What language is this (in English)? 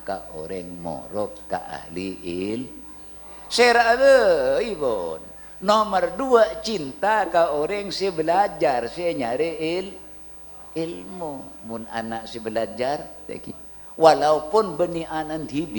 Madurese